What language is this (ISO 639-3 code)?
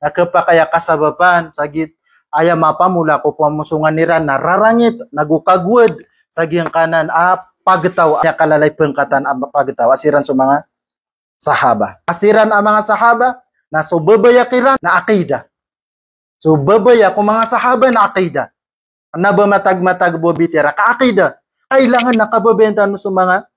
mrw